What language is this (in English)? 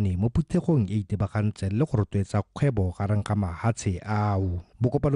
Tswana